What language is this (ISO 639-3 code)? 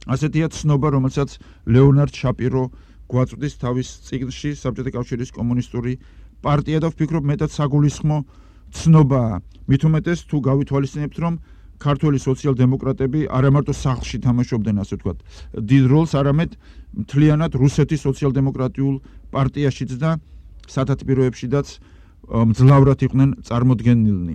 kat